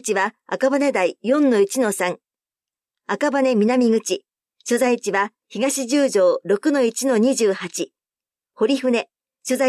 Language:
Japanese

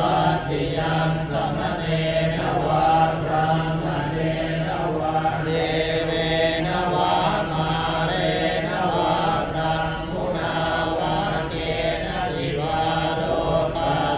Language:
Pali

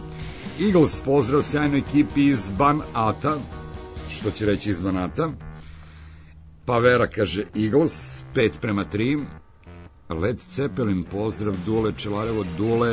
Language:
Serbian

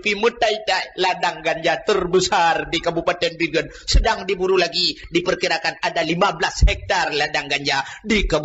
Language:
Achinese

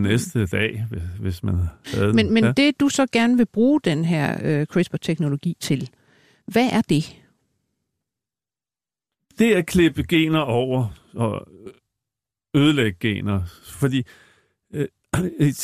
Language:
Danish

